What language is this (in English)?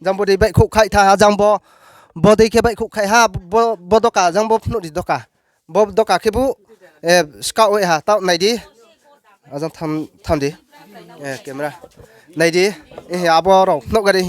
Riang (India)